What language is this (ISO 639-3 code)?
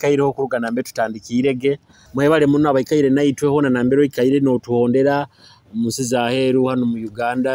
nyo